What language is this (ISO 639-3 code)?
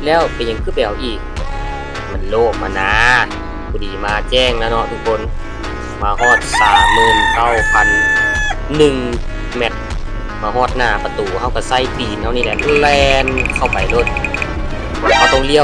lao